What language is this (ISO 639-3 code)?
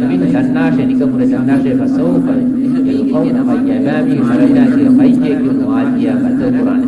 div